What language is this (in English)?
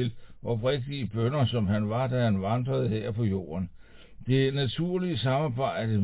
Danish